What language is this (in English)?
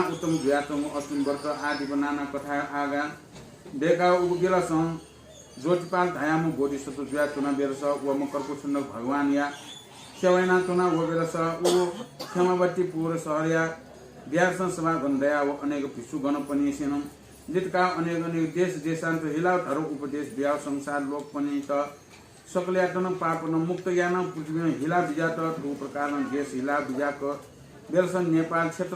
Newari